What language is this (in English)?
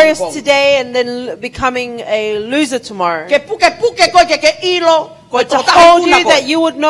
Tongan